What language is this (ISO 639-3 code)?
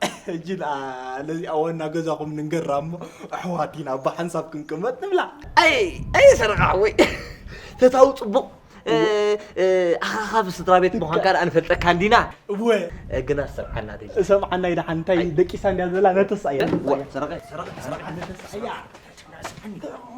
tir